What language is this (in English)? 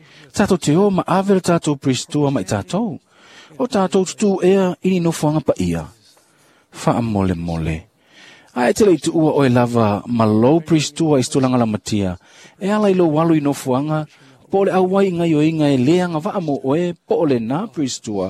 Samoan